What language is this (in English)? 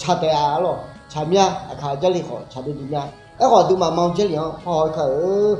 Akha